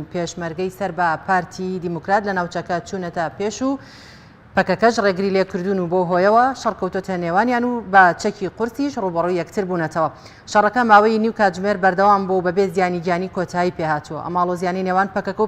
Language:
Central Kurdish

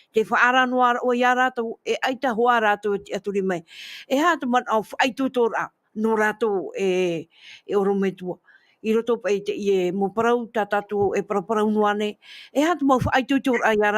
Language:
Tahitian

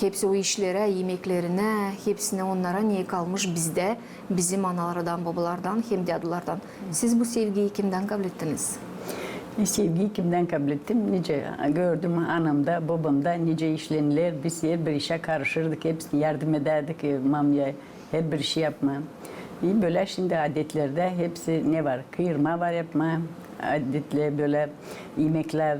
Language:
Gagauz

